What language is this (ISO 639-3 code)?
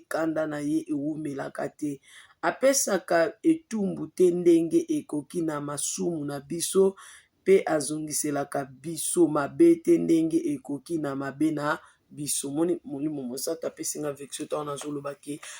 lin